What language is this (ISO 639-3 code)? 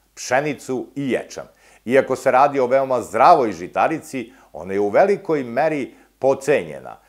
srp